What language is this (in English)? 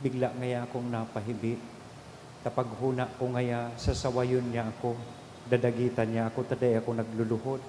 Bikol